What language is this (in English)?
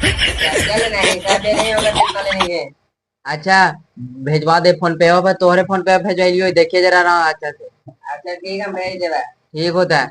Magahi